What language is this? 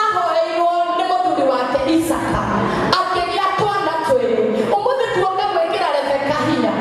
Kikuyu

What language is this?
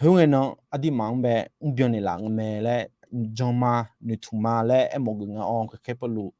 Akha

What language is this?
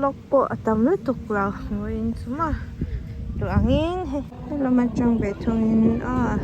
Mizo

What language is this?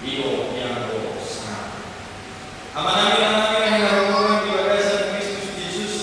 Batak Toba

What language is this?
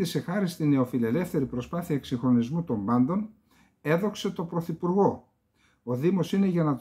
Greek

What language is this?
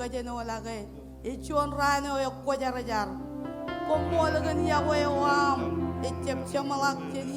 Marshallese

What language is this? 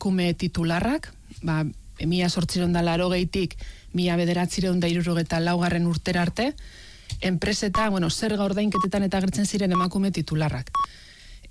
Basque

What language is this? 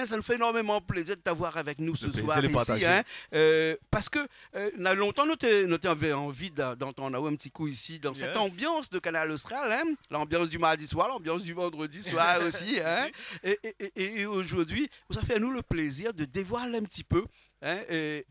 Réunion Creole French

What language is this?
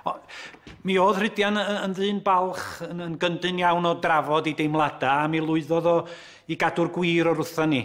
Welsh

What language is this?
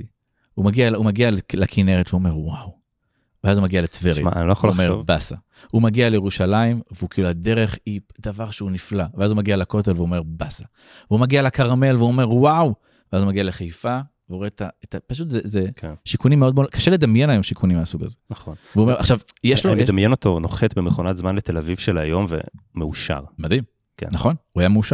Hebrew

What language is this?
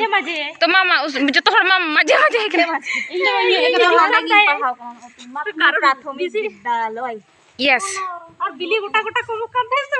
Santali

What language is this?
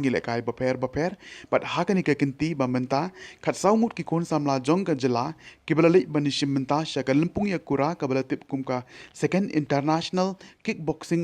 Khasi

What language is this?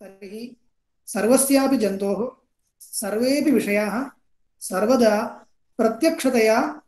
Sanskrit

